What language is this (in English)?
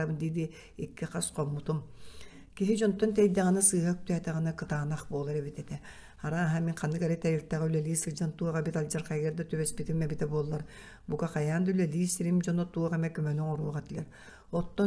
Yakut